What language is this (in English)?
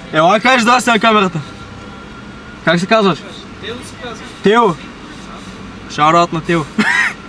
Bulgarian